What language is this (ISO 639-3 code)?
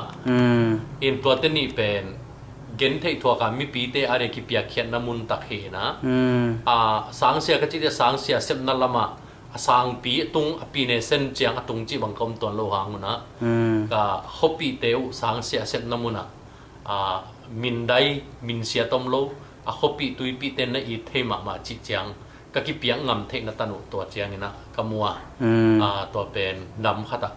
ctd